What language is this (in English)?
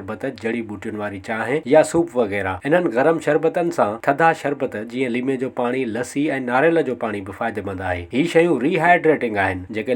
Sindhi